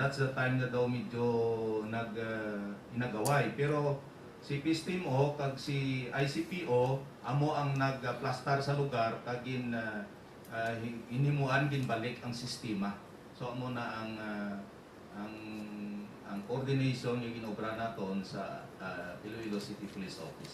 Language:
Hiligaynon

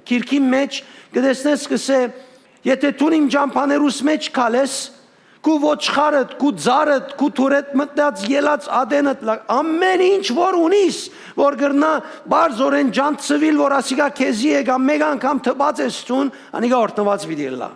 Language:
Western Armenian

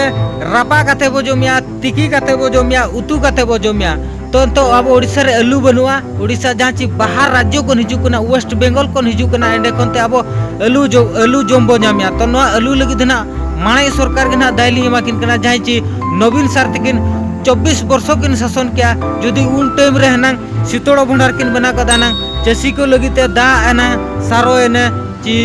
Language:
Santali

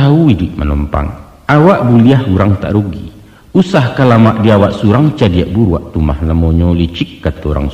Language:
Minangkabau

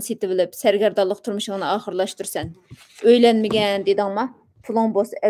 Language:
Uyghur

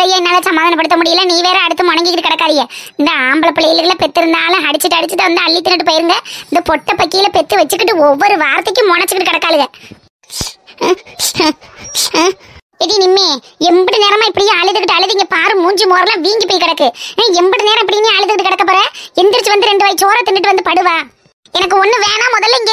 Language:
Tamil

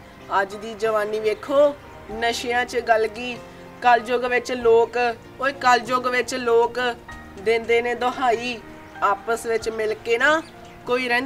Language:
Punjabi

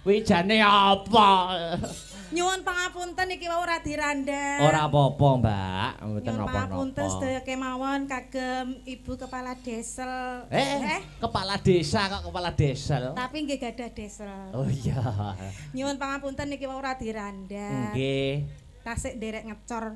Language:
Javanese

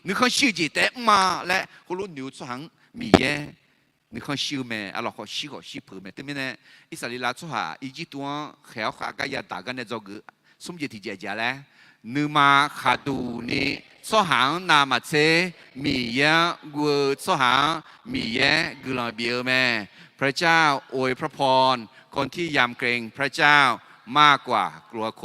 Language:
Akha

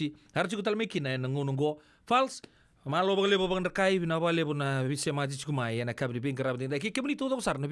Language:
Fijian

